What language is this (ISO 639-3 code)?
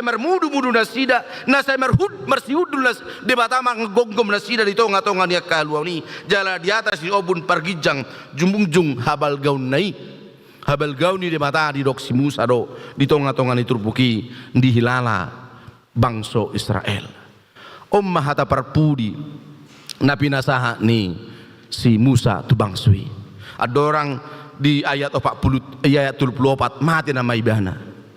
bbc